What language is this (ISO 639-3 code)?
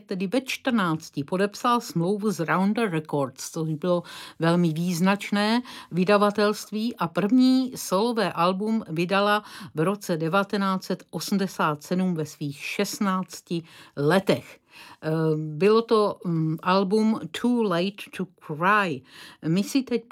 ces